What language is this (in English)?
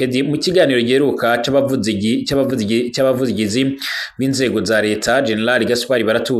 Rundi